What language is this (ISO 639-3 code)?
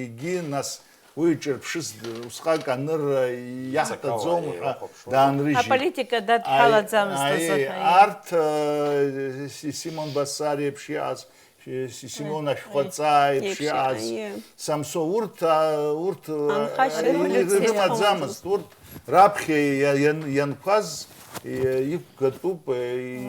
abk